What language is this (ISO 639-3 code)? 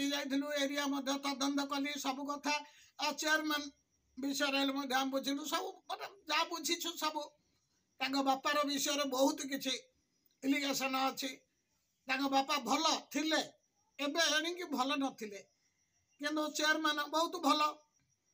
ori